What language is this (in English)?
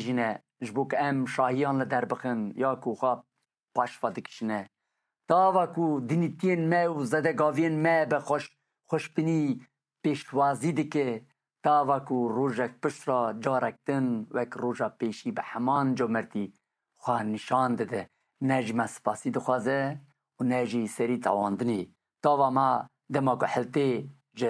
Kurdish